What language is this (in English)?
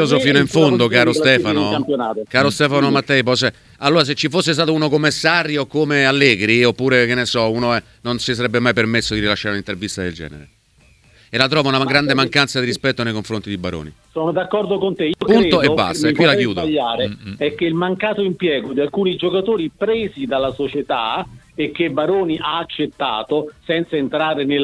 Italian